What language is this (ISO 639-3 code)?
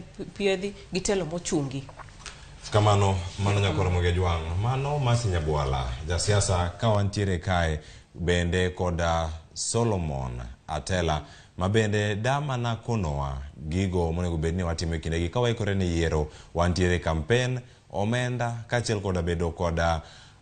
luo